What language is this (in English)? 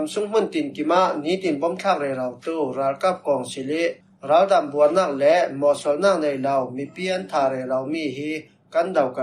Falam Chin